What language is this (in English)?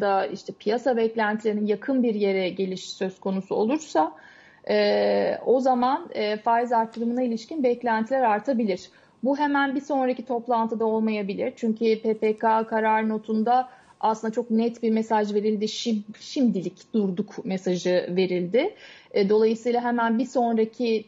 Turkish